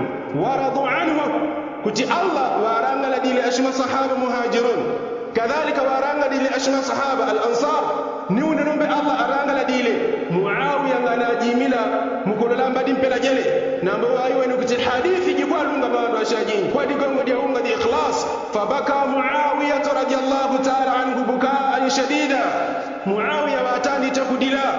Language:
Yao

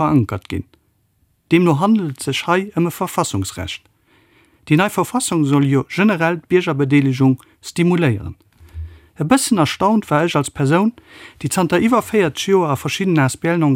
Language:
Luxembourgish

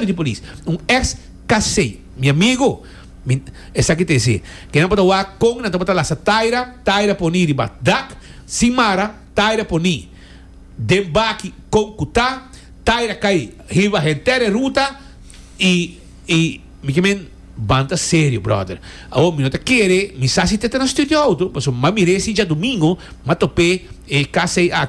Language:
Papiamento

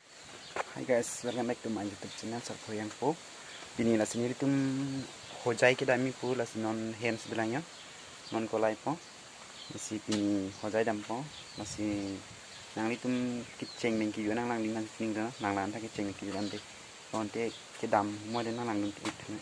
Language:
Karbi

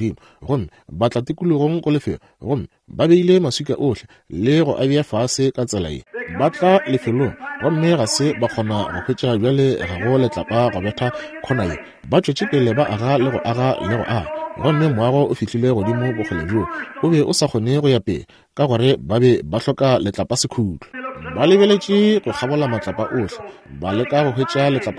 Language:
Northern Sotho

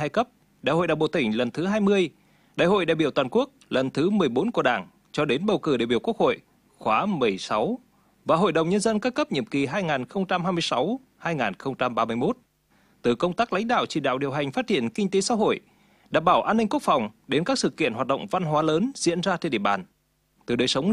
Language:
Vietnamese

